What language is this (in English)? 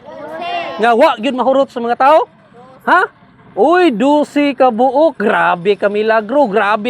Cebuano